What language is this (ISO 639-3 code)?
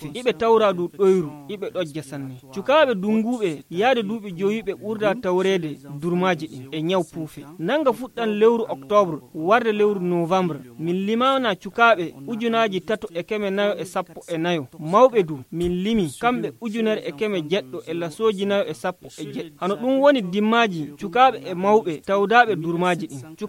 ful